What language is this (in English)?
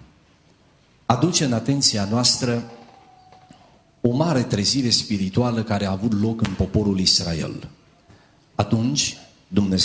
Romanian